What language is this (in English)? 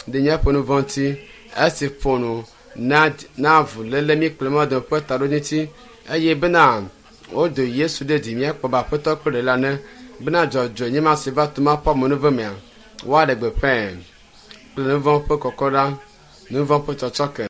Ewe